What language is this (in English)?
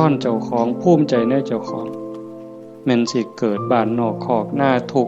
Northeastern Thai